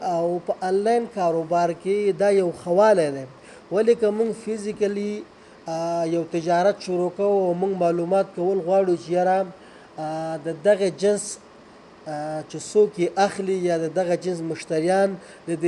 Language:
Pashto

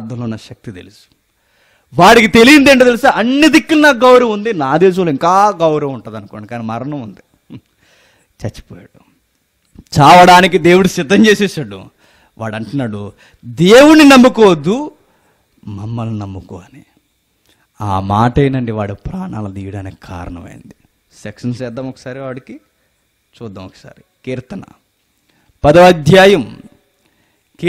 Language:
Telugu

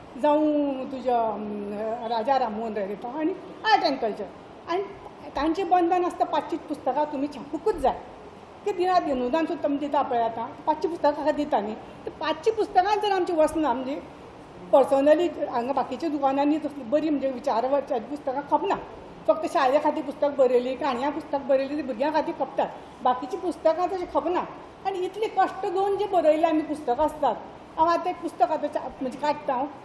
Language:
Konkani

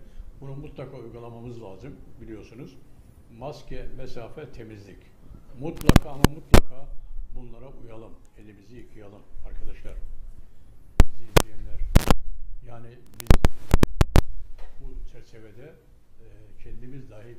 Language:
Turkish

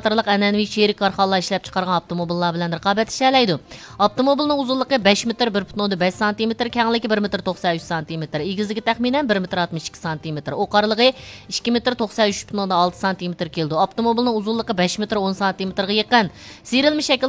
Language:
Uyghur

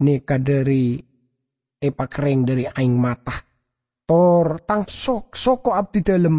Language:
Madurese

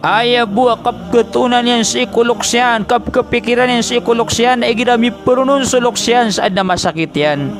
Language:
Maranao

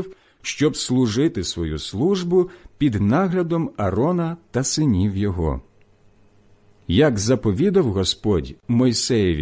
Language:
Ukrainian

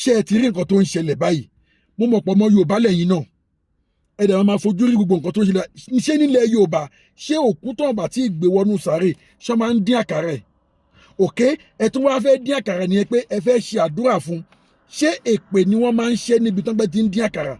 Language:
Yoruba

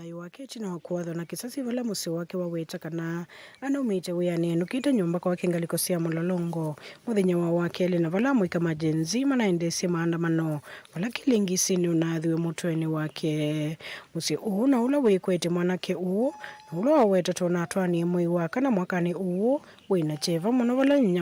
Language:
Kamba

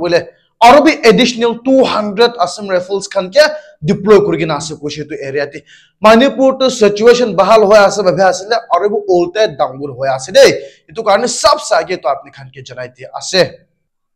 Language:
Naga Pidgin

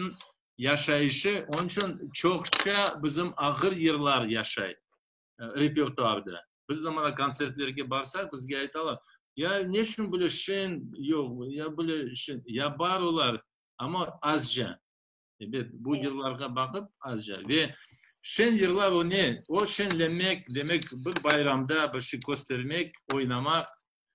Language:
Crimean Tatar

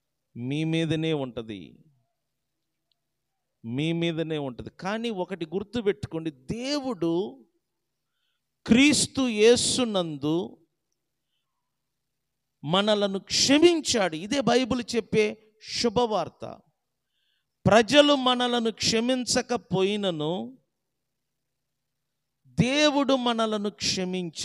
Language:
Telugu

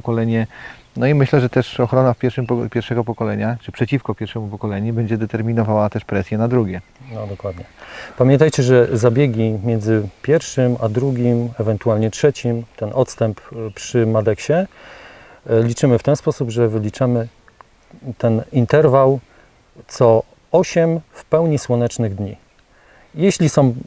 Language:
Polish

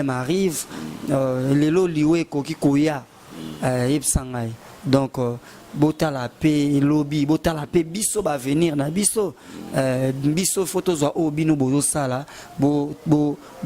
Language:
Lingala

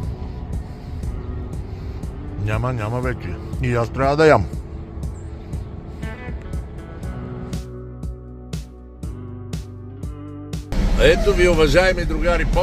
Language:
Bulgarian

